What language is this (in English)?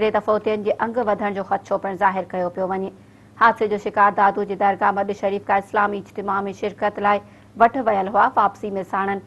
Sindhi